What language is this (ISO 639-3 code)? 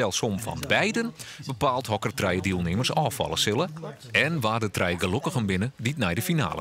fry